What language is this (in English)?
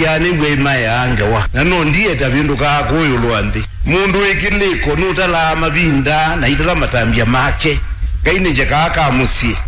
Kamba